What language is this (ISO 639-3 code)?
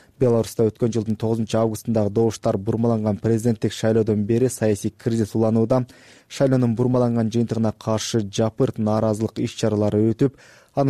kir